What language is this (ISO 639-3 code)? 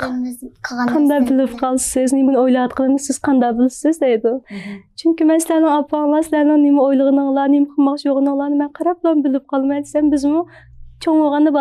uig